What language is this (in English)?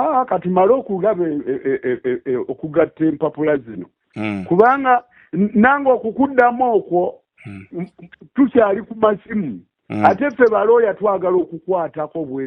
Ganda